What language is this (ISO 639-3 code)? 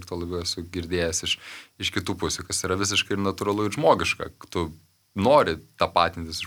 lit